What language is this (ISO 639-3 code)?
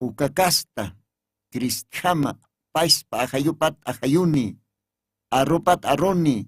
aym